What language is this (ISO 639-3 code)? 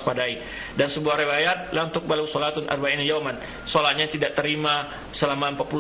ind